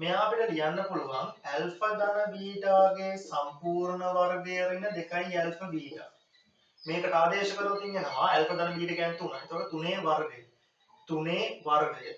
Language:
Sinhala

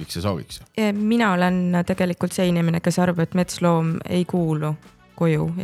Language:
Estonian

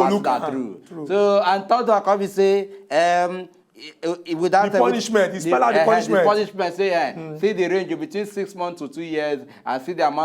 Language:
Nigerian Pidgin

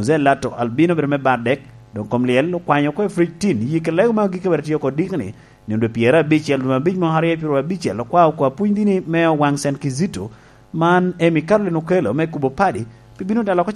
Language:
Lango (Uganda)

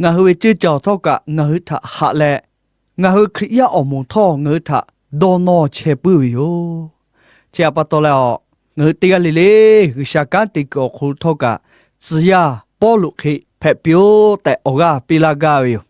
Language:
Lahu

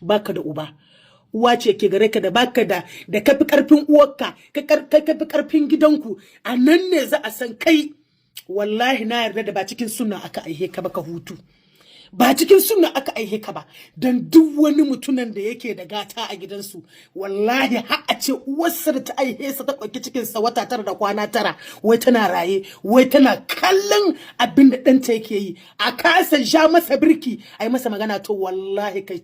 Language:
Hausa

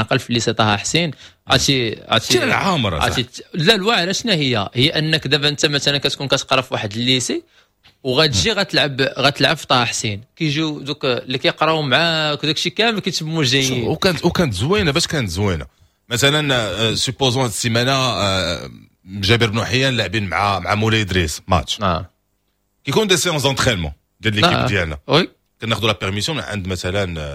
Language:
Moroccan Arabic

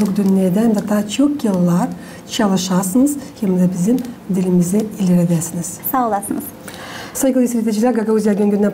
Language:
Gagauz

